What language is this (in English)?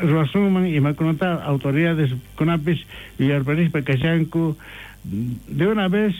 South Bolivian Quechua